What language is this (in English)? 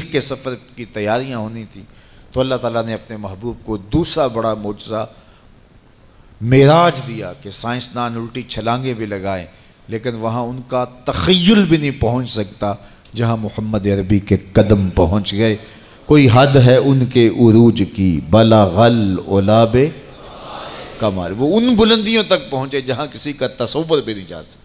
Urdu